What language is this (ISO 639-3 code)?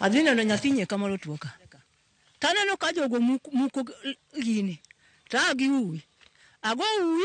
luo